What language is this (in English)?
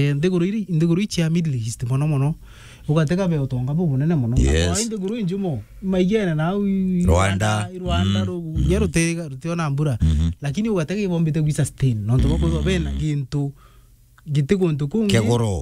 Meru